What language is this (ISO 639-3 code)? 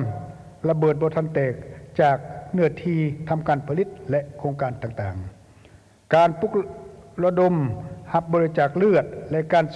lao